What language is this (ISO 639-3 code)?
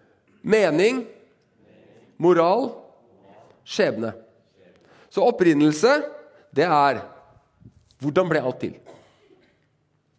nor